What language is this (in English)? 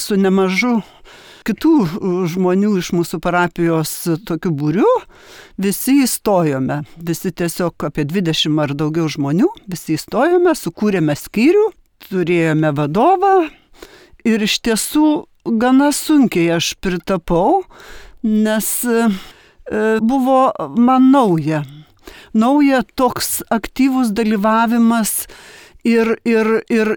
Lithuanian